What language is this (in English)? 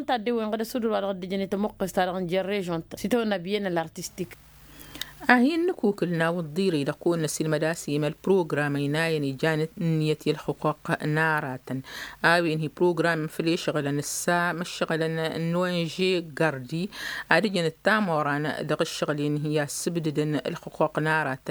Tamasheq